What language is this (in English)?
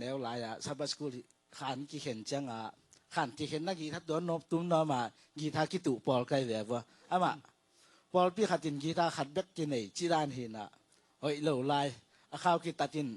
Tedim Chin